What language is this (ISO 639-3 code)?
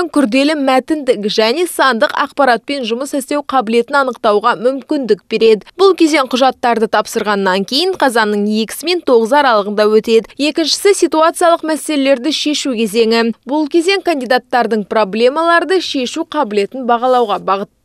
kaz